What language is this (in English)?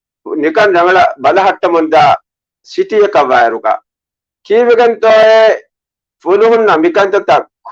Divehi